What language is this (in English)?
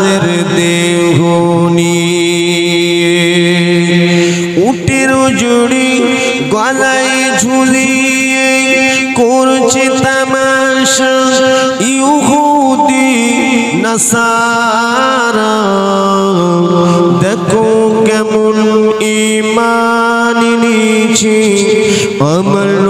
Bangla